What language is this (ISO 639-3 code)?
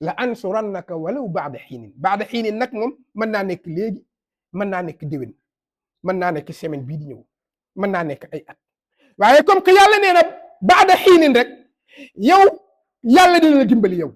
wol